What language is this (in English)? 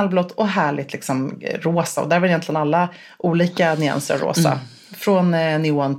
Swedish